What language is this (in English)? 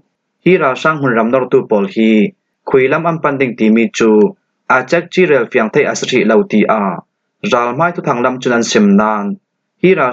Falam Chin